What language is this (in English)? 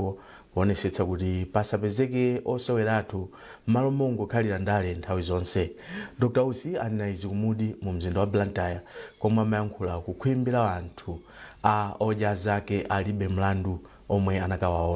Nyanja